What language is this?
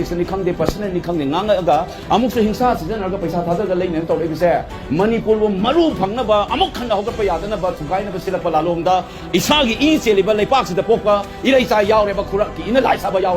Manipuri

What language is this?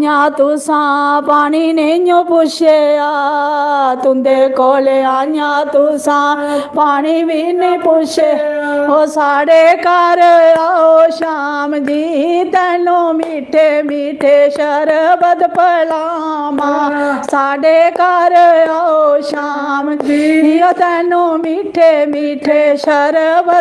Dogri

